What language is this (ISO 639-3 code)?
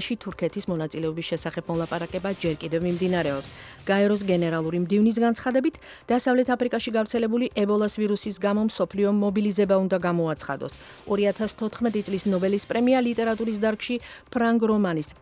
kat